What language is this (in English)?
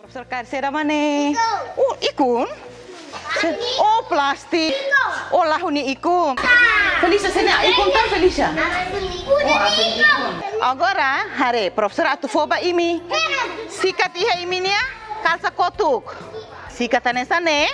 Tetum